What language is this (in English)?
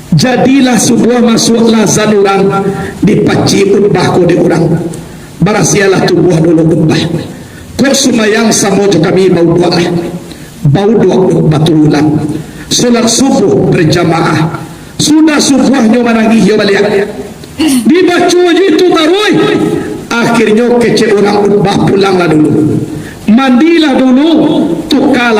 Minangkabau